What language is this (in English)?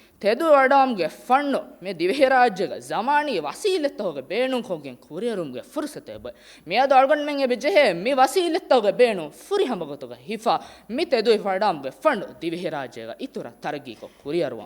Divehi